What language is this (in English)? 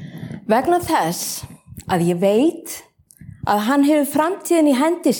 Icelandic